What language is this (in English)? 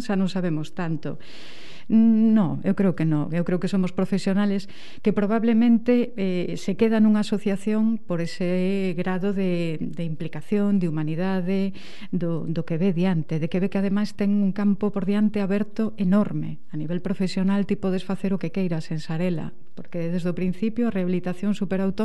Galician